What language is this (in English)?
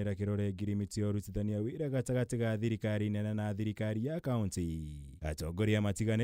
Kikuyu